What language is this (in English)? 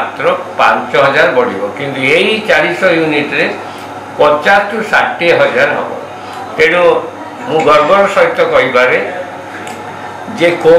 Odia